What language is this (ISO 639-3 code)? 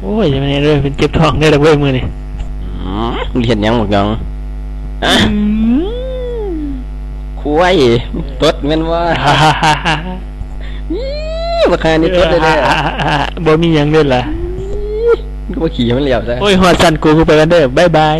tts